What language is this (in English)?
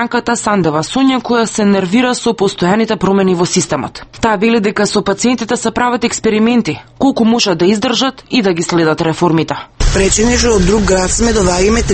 Macedonian